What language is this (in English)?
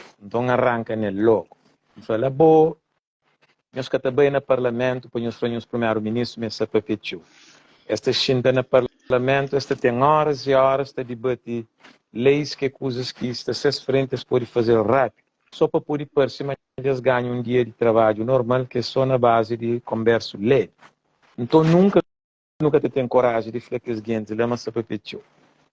Kabuverdianu